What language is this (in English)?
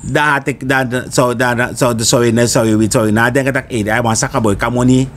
Sranan Tongo